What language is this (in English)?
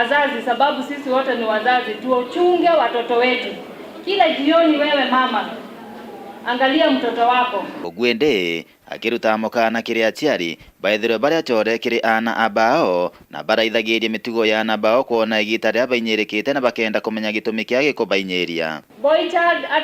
Meru